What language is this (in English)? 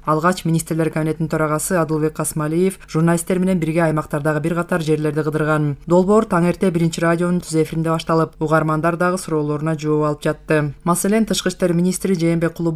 Kyrgyz